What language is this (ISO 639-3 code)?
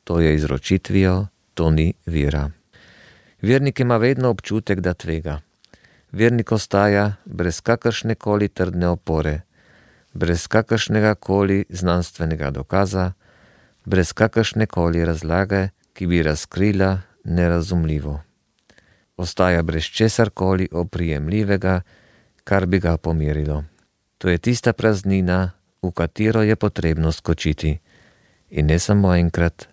slv